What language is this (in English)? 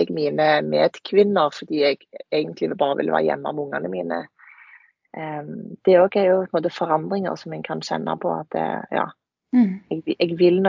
Norwegian